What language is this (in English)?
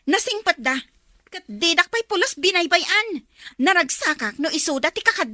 Iloko